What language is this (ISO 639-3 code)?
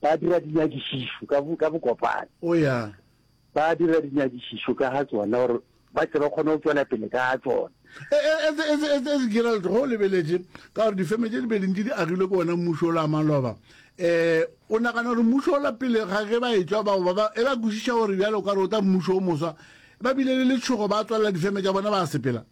nso